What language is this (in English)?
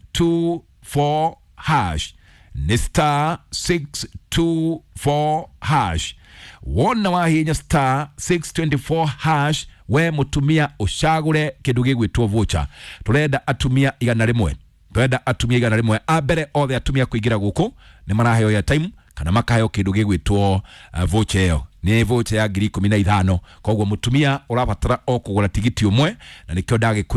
Kikuyu